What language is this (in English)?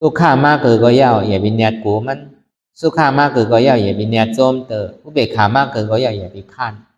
Shan